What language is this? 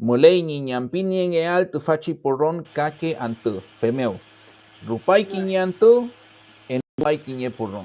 Mapuche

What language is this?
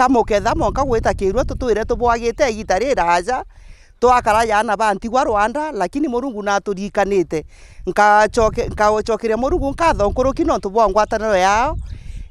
Meru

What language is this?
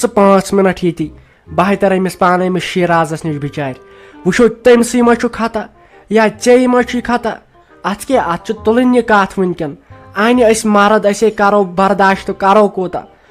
Kashmiri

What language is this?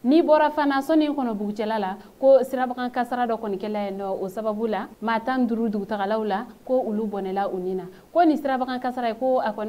Bambara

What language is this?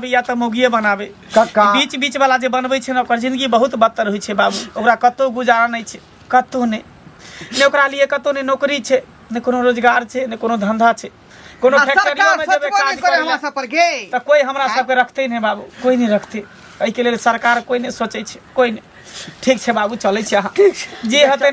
Maithili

